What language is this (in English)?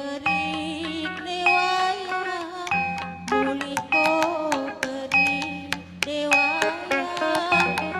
Batak Karo